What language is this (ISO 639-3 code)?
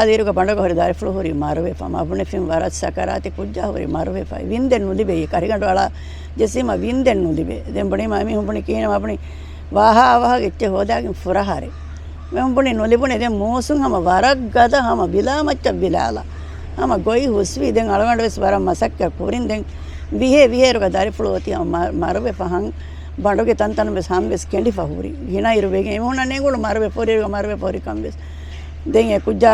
div